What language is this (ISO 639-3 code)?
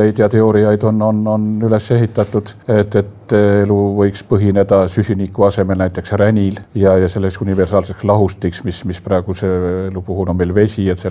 est